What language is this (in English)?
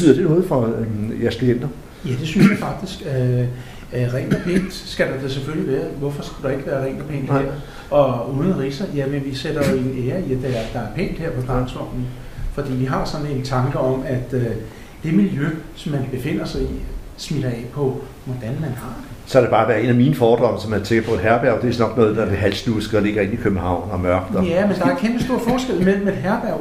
Danish